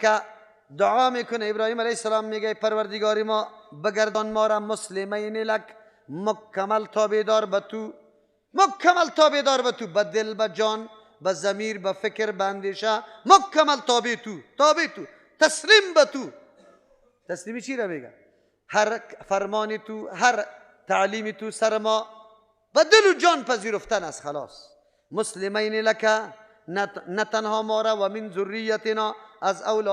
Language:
Persian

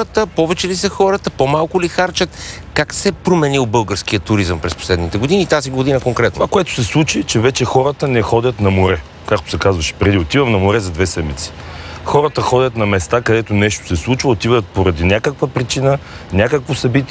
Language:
Bulgarian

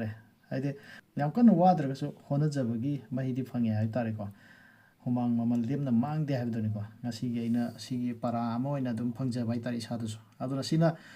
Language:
Manipuri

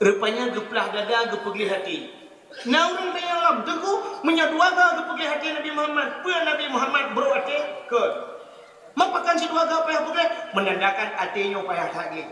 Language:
Achinese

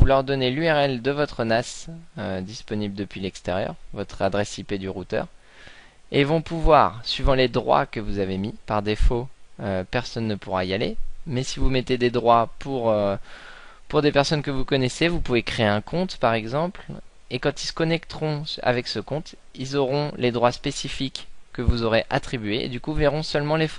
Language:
French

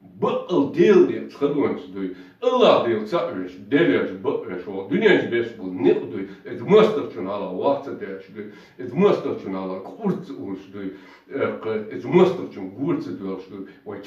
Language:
Chechen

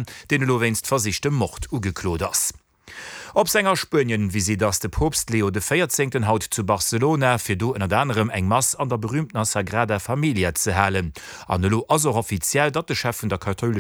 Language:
Luxembourgish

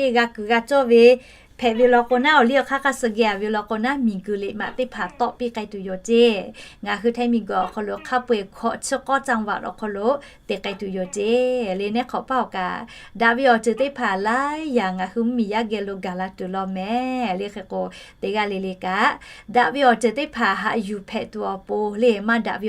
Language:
Lahu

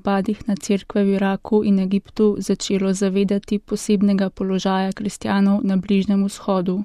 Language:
Slovenian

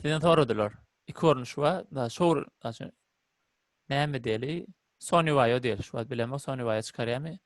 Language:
Turkmen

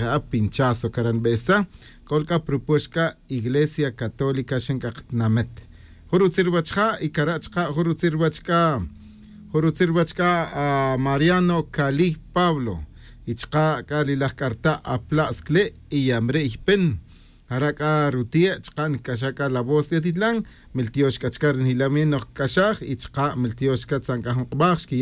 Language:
Kaqchikel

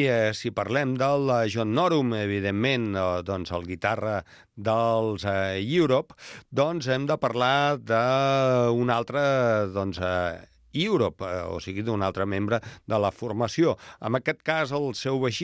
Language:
Catalan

